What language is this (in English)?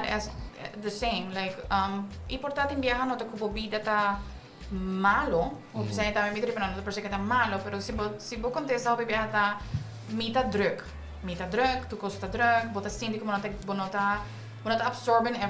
Papiamento